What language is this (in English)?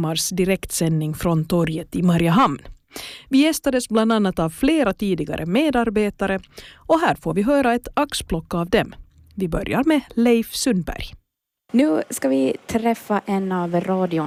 Swedish